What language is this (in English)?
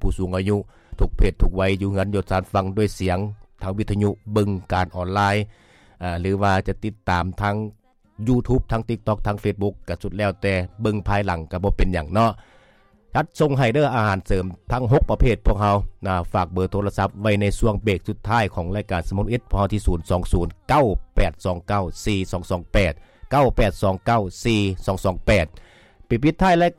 Lao